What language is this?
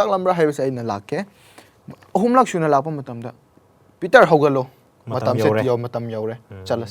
Manipuri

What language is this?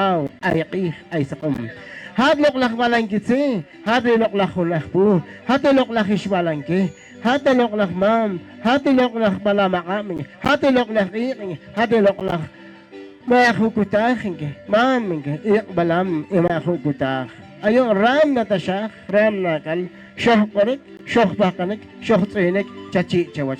Poqomchi'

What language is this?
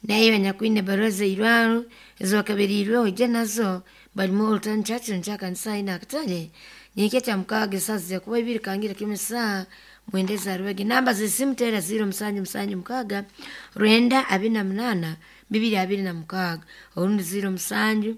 Nyoro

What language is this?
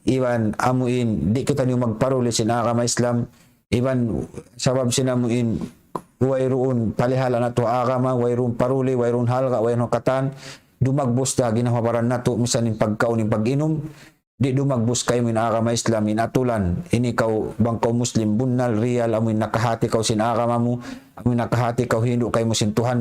Tausug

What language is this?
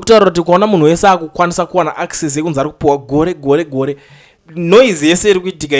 Shona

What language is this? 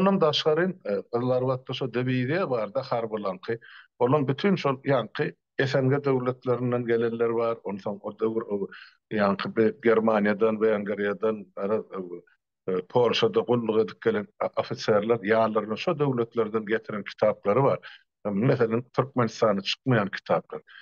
Turkmen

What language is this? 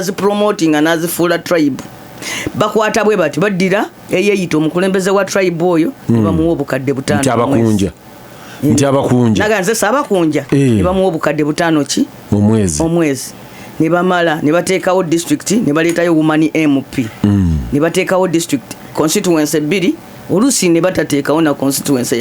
Ganda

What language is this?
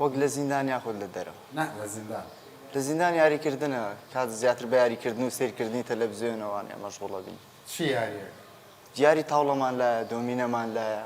Central Kurdish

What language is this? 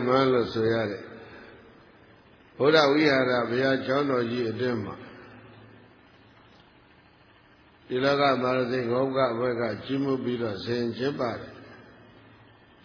Burmese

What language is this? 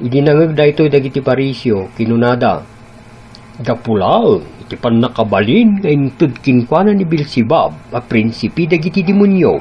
Iloko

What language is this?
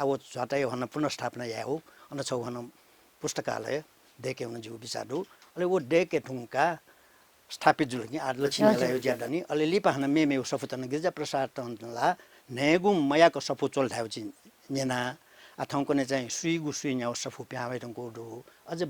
Newari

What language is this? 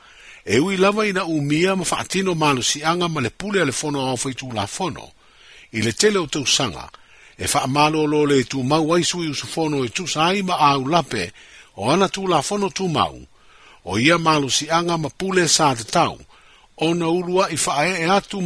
Samoan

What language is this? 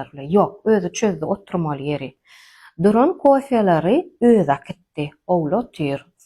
Turkmen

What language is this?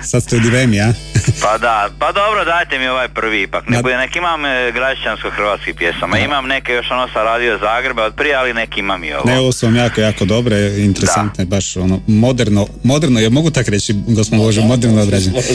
Croatian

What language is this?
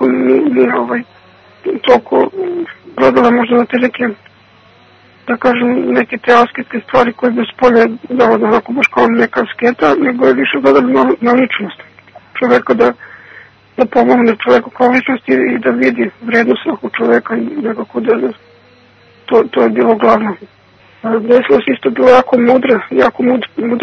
Serbian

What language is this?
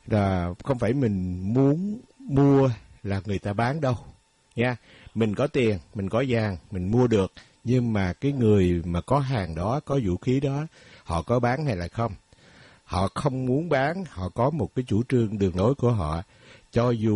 Vietnamese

